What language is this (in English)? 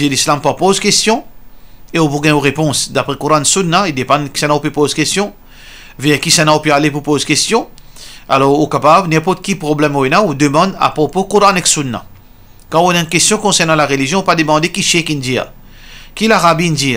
Morisyen